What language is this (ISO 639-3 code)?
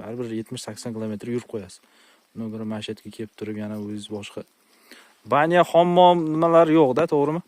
uzb